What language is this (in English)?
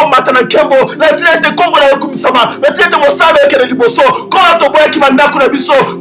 Lingala